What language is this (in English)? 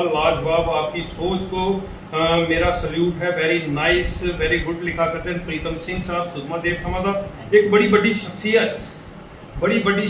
Dogri